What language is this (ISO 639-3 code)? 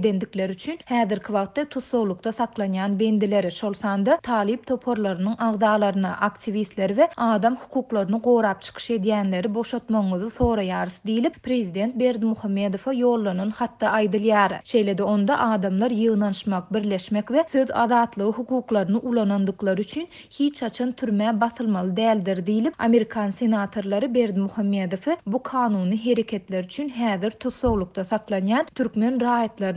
tuk